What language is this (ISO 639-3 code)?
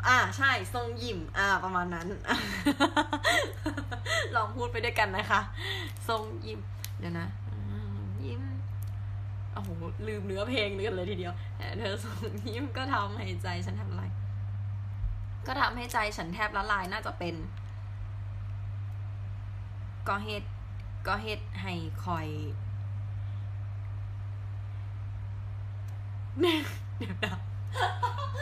tha